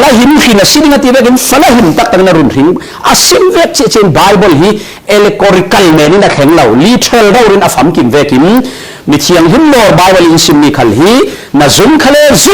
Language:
Falam Chin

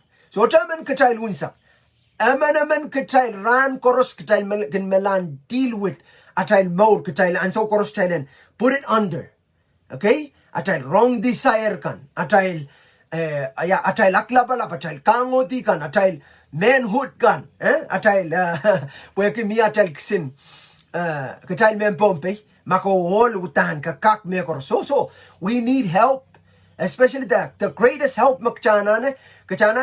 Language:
Pohnpeian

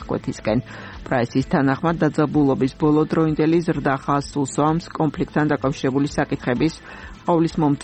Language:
Georgian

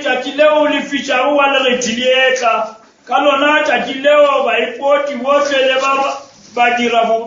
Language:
Northern Sotho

